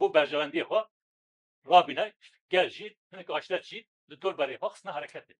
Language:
Kurdish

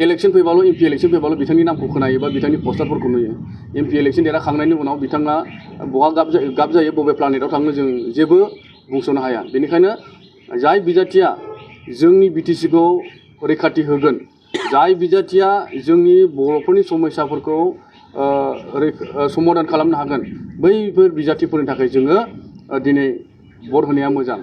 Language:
Bodo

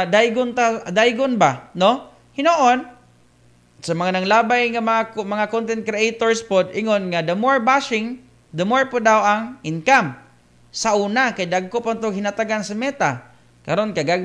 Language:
Cebuano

